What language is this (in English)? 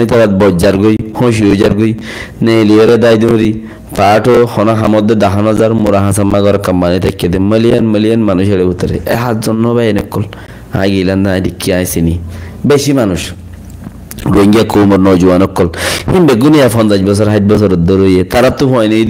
Rohingya